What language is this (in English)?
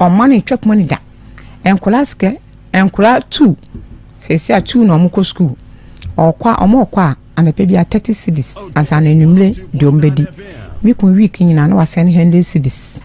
Akan